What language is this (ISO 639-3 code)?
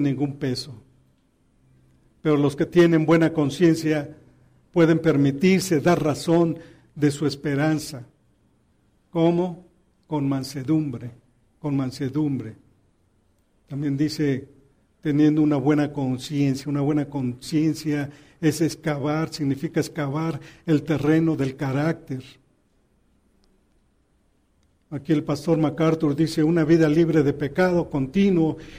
spa